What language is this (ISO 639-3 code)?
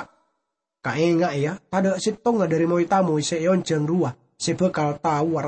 mad